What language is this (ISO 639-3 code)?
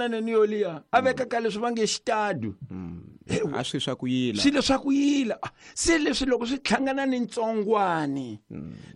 tso